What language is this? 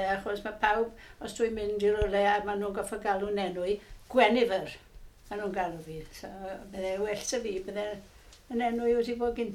Welsh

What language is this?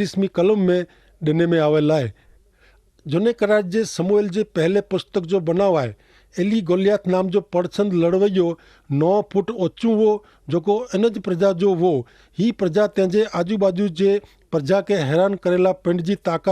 Kachhi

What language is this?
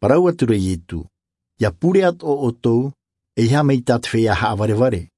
Tahitian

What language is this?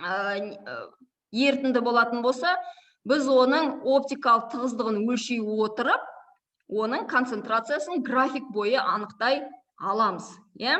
Kazakh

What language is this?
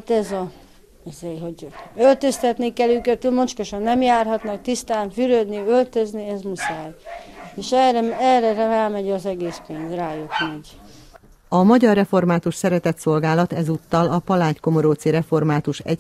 Hungarian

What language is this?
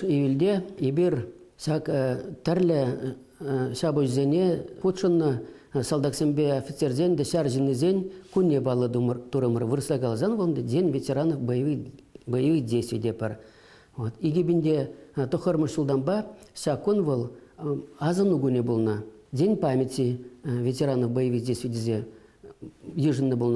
Chuvash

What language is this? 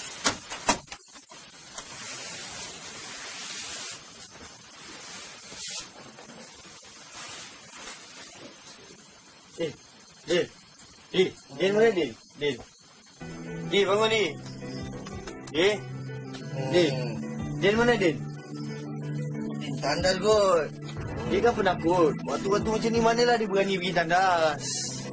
Malay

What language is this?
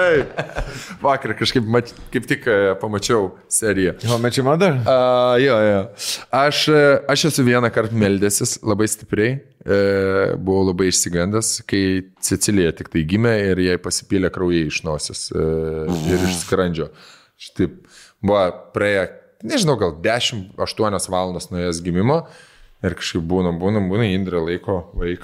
Lithuanian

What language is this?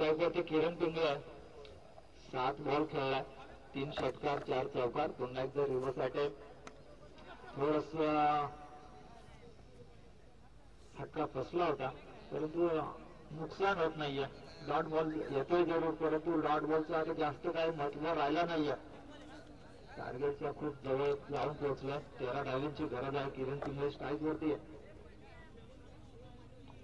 Marathi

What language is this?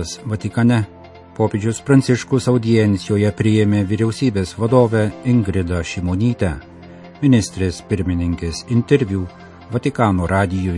Lithuanian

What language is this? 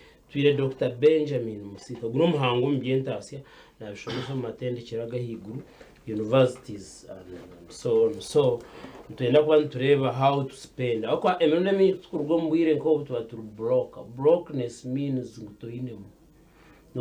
Nyankole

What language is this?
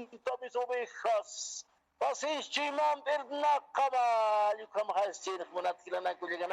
Aymara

